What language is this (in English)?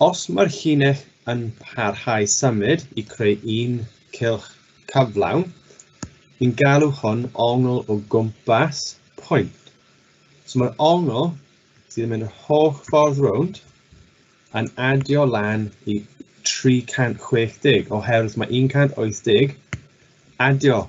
Welsh